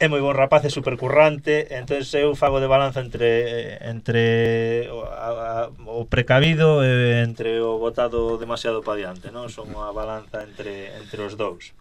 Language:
Galician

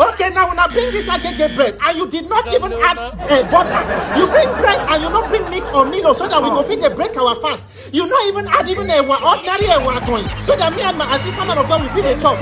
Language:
Nigerian Pidgin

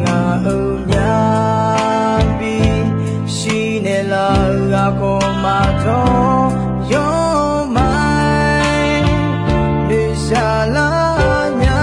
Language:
Akha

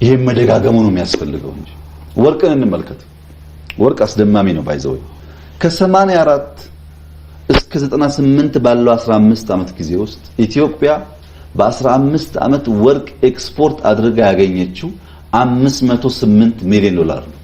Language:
Amharic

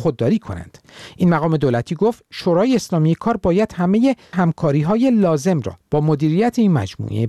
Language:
Persian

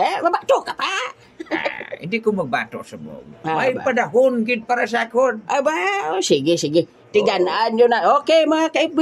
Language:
Hiligaynon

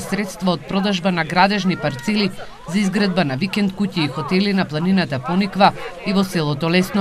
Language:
Macedonian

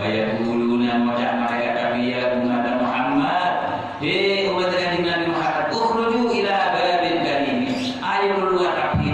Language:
Madurese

